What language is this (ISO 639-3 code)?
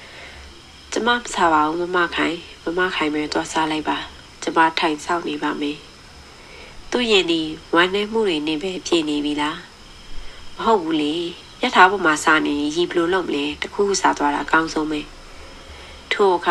mya